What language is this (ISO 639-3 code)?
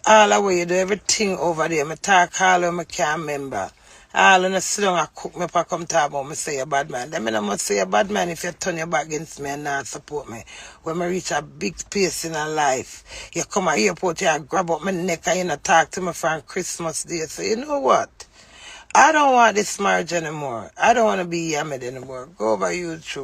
jam